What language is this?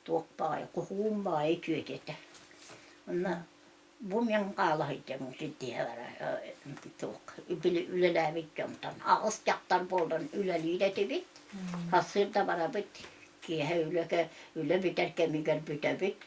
Yakut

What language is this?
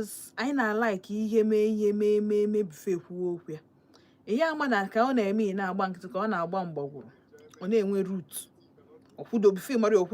Igbo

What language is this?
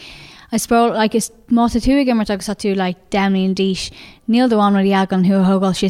Irish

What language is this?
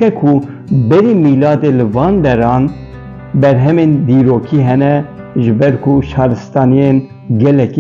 Kurdish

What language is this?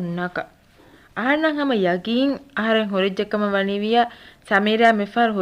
Divehi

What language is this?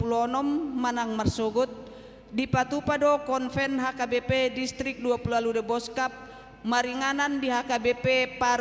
Batak Toba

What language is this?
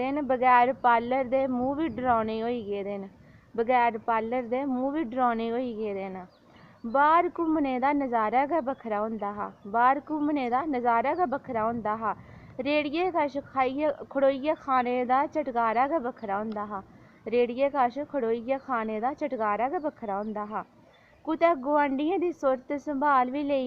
Dogri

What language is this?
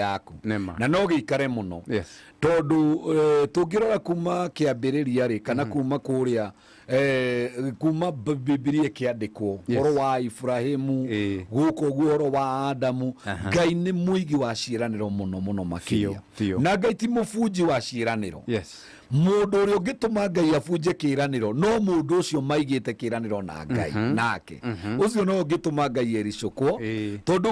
Kikuyu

